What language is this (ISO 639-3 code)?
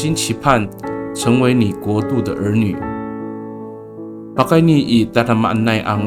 ami